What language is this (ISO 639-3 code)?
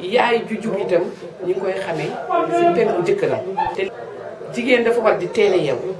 wol